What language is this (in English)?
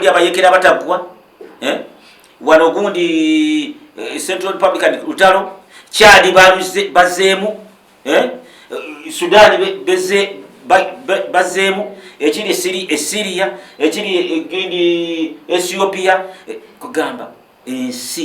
Ganda